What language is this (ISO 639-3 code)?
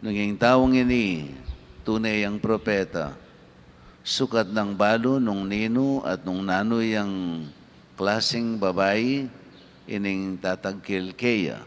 pam